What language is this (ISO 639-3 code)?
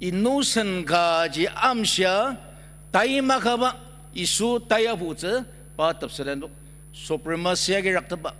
njo